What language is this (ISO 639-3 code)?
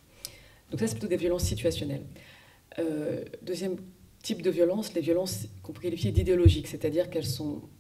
fra